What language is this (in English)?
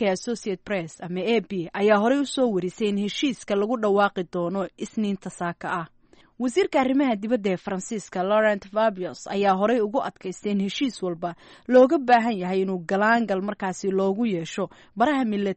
Somali